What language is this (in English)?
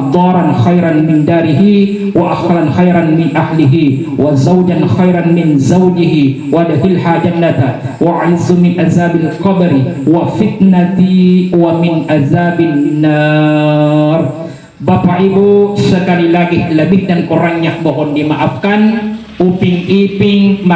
Buginese